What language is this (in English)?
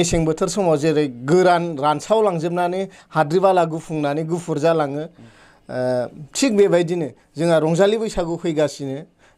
Bodo